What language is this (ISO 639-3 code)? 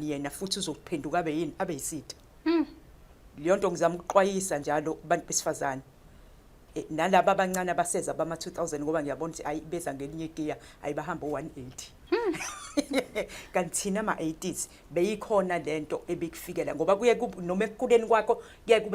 zul